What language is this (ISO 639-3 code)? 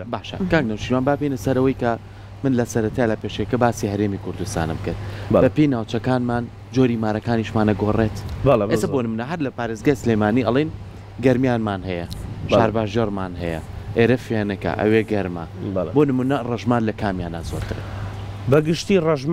ckb